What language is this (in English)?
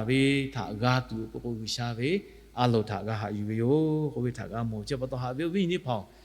Lahu